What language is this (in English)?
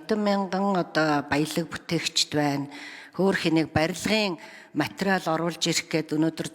Mongolian